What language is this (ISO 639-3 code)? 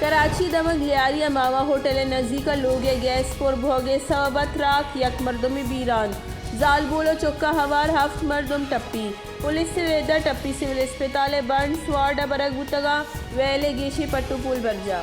bal